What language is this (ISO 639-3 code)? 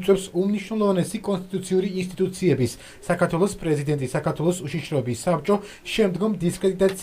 kat